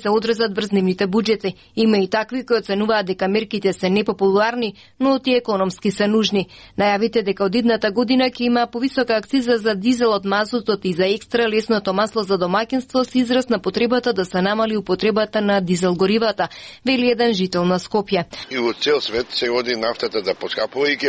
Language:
Macedonian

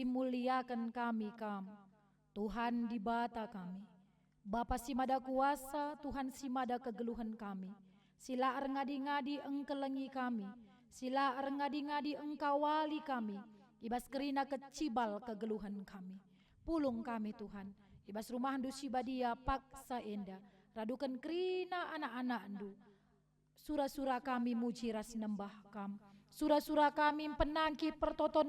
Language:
Batak Karo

